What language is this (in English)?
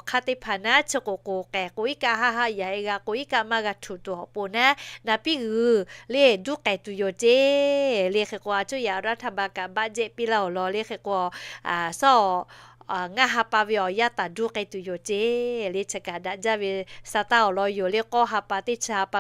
Lahu